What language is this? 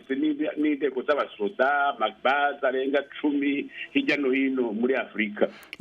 Rundi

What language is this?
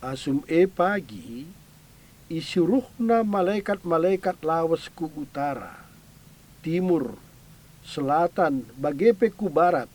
Batak Karo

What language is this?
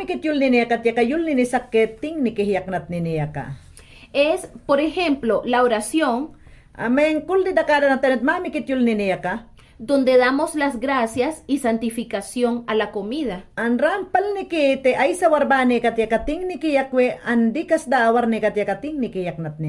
Mayangna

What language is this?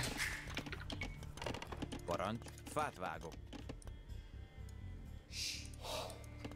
Hungarian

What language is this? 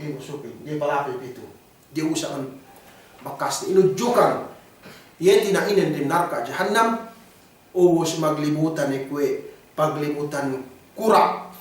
Yakan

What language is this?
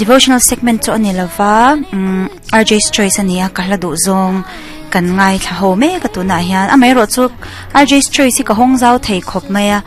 Mizo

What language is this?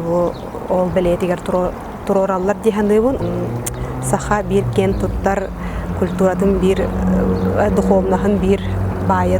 Yakut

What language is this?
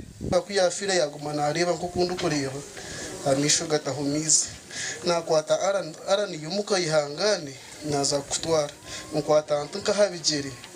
Nyankole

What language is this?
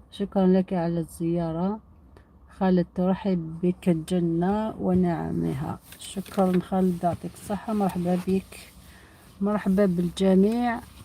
Algerian Arabic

